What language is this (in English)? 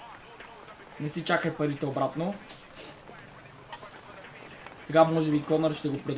Bulgarian